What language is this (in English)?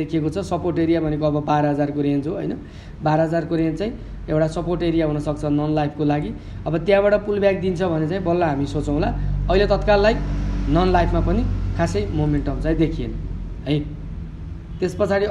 Nepali